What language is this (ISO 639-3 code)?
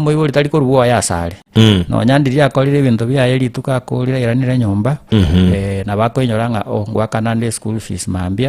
guz